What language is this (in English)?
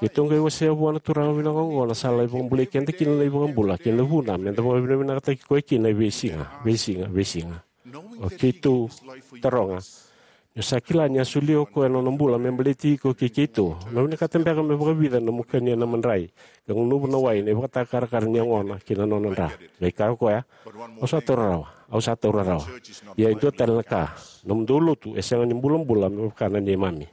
Fijian